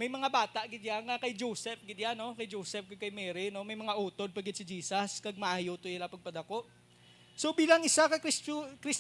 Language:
Hiligaynon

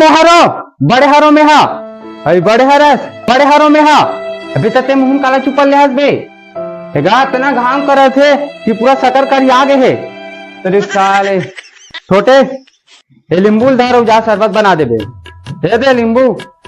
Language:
Chhattisgarhi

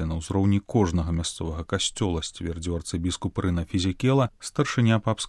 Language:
Belarusian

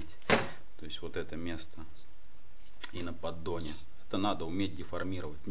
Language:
Russian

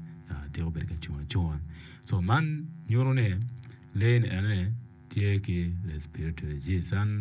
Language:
Acoli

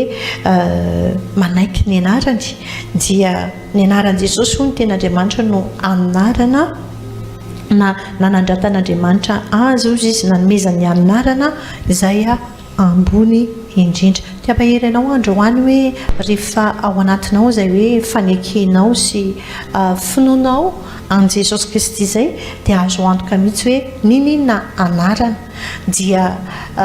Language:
Malagasy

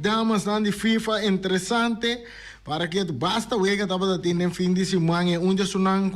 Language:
Papiamento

